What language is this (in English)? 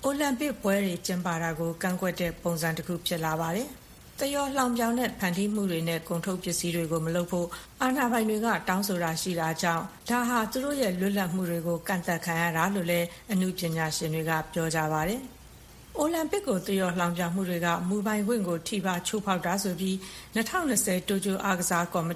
Burmese